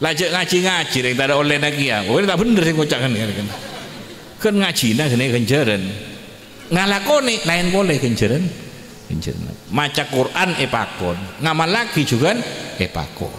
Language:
Madurese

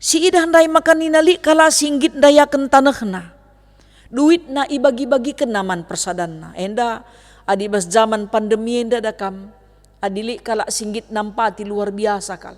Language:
Batak Karo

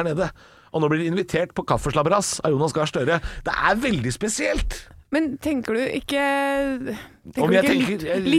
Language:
Norwegian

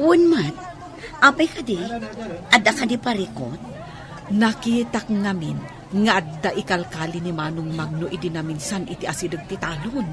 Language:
Iloko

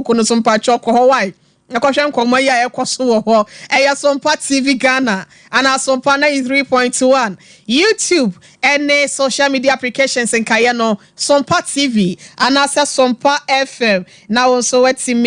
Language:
Akan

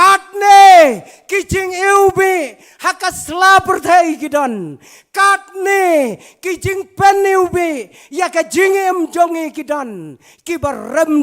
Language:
Khasi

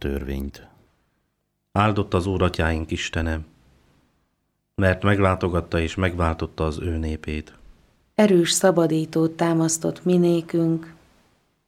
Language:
Hungarian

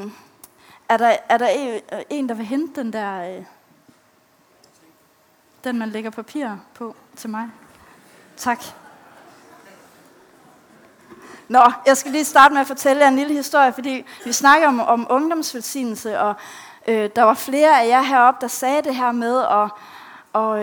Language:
Danish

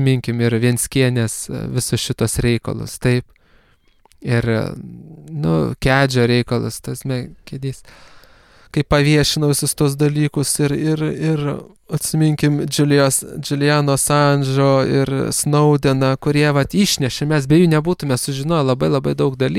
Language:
Lithuanian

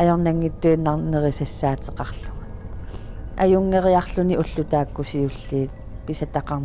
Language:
Kalaallisut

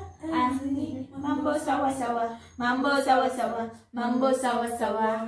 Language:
Swahili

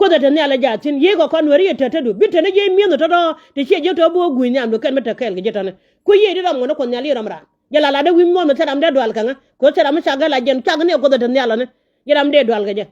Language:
Nuer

